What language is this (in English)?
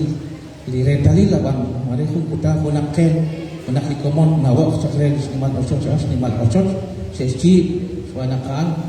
Kekchí